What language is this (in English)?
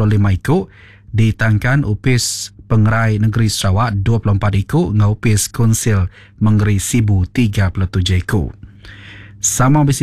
Iban